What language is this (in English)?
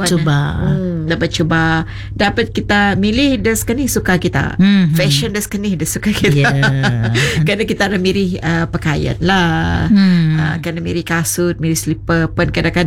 Malay